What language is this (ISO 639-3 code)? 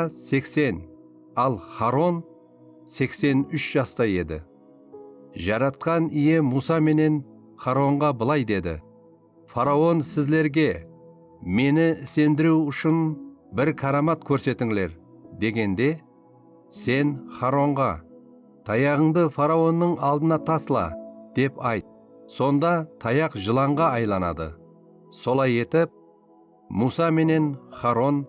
kaa